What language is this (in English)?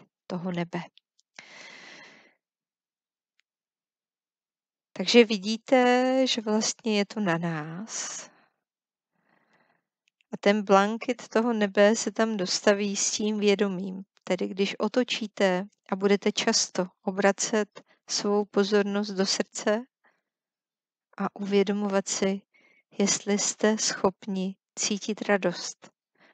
Czech